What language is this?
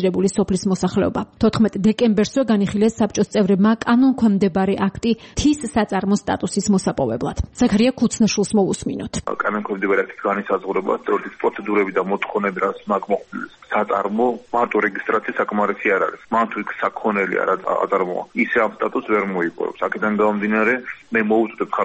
Georgian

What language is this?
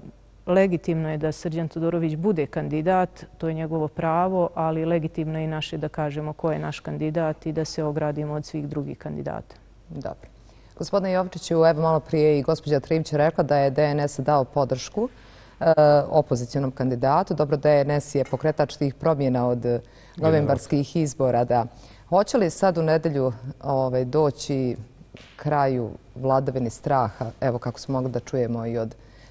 Serbian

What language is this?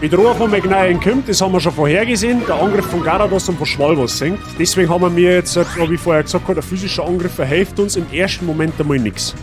Bavarian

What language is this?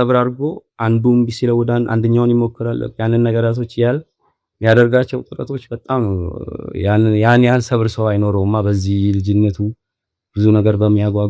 Amharic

